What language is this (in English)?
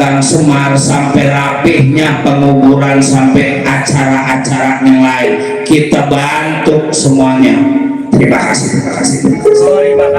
Betawi